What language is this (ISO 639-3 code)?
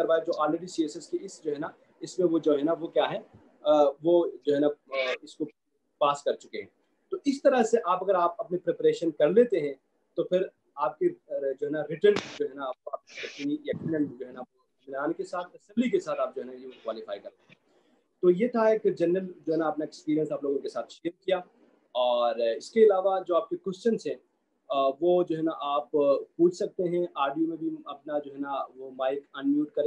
urd